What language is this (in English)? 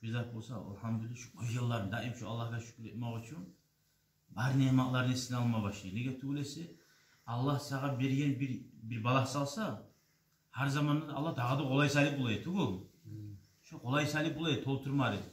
Kumyk